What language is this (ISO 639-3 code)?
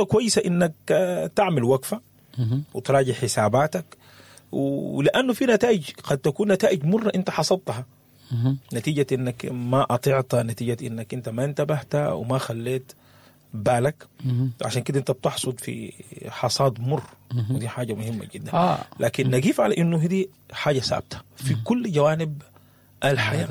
apd